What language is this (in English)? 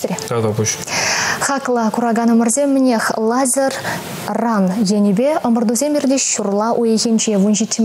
Chuvash